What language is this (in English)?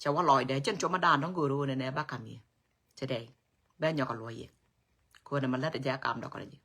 Nuer